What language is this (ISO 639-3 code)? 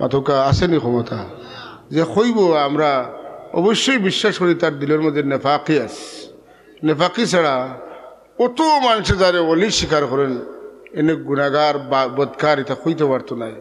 syl